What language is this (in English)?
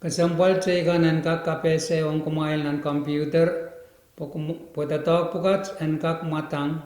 Pohnpeian